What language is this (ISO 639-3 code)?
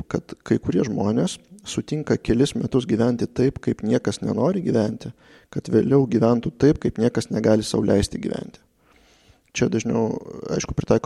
lit